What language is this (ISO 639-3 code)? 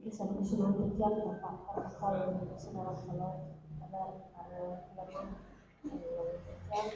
ban